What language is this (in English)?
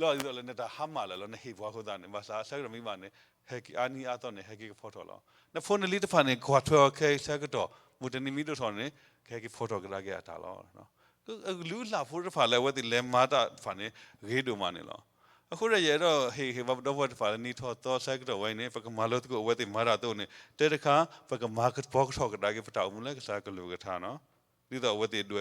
S'gaw Karen